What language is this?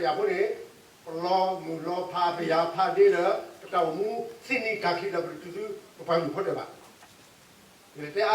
S'gaw Karen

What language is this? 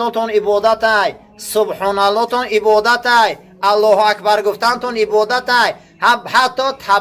Tajik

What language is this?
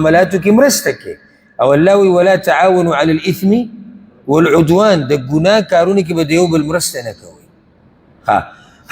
Pashto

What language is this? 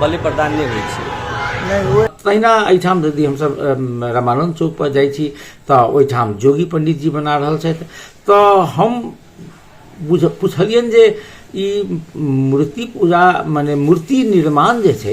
Maithili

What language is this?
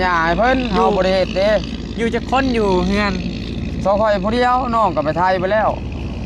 Northeastern Thai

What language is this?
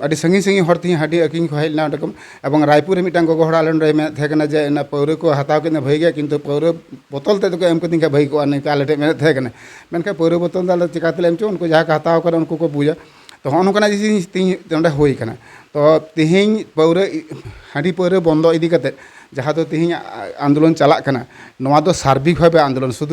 Santali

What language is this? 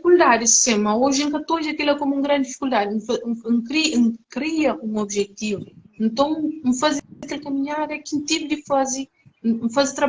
Kabuverdianu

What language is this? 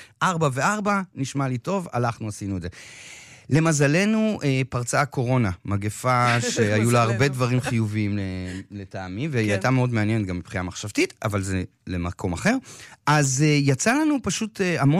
Hebrew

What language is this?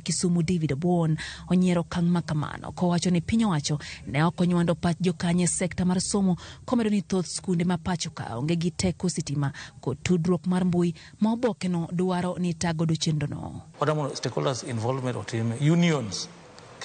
Luo (Kenya and Tanzania)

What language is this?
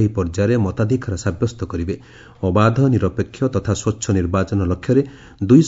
Odia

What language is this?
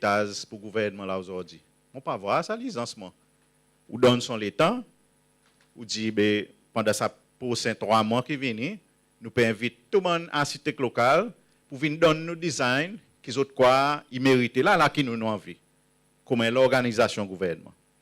Seselwa Creole French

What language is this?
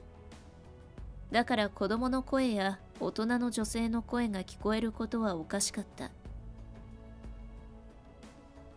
Japanese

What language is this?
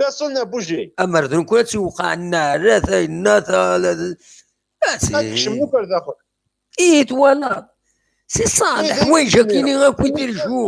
Kabyle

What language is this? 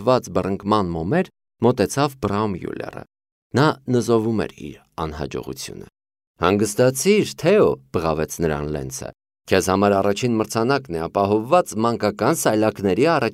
Armenian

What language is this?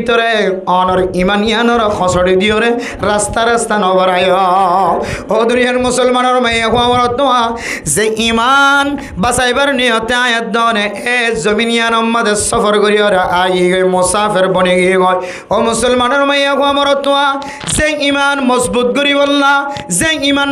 Rohingya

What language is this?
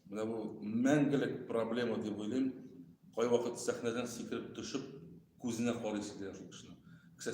Tatar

